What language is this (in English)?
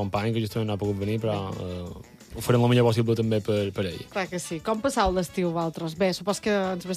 Catalan